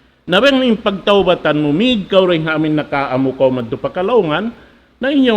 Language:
Tausug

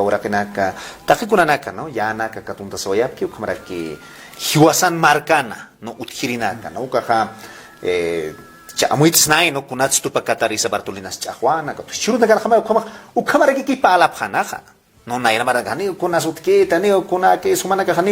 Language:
Aymara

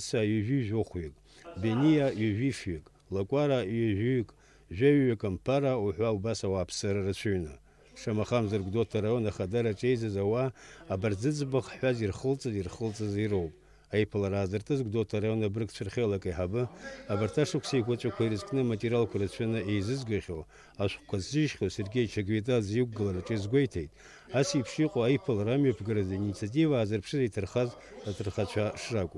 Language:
Abkhazian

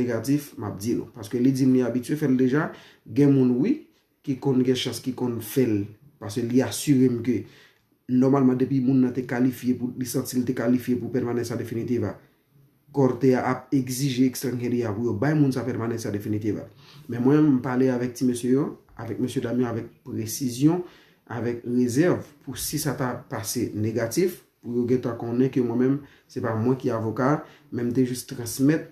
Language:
Haitian Creole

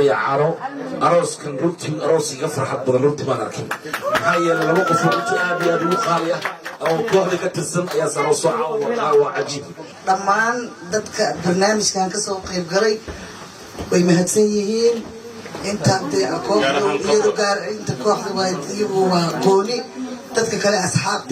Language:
Somali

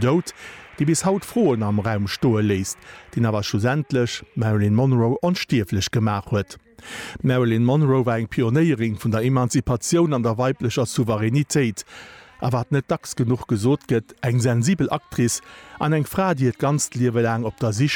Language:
Luxembourgish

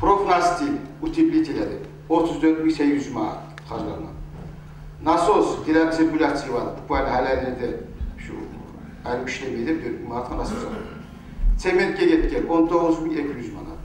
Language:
Kumyk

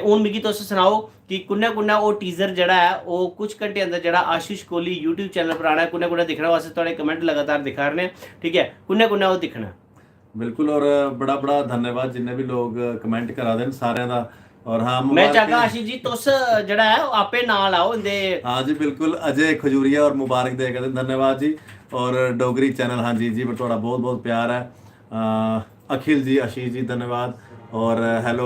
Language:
Dogri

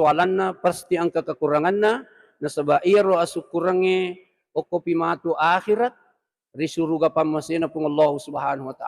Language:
Buginese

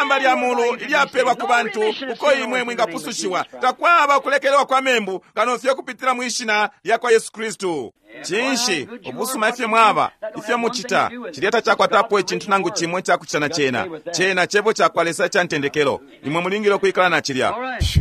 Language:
Bemba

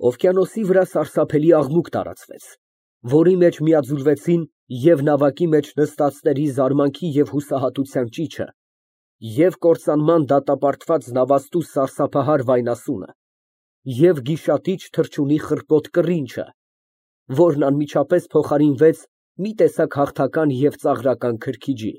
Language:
Armenian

